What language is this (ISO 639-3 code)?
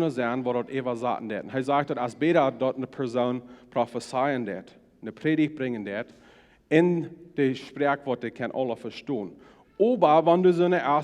pdt